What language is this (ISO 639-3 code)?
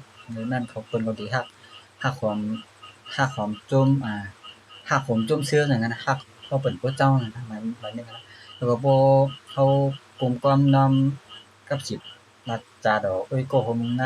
shn